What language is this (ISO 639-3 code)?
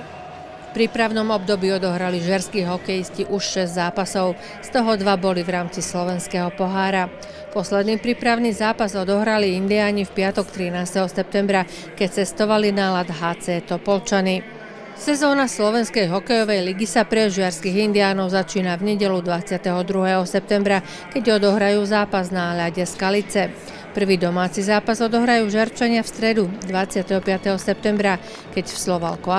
slk